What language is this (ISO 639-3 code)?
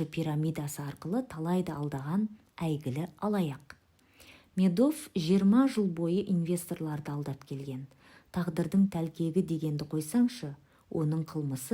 kaz